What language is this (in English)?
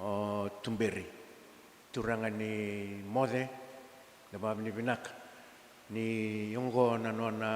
Fijian